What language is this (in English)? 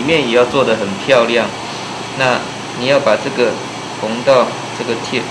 Chinese